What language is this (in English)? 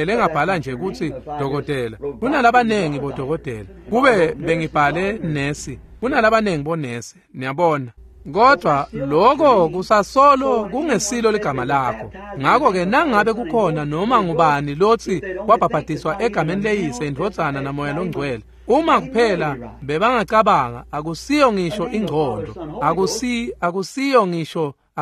Swati